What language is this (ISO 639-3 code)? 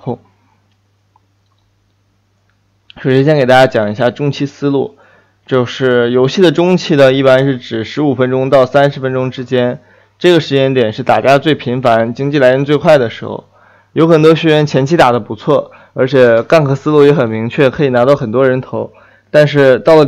zho